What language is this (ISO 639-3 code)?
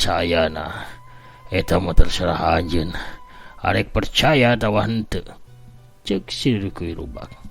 sun